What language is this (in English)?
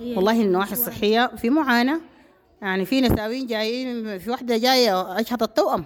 Sudanese Arabic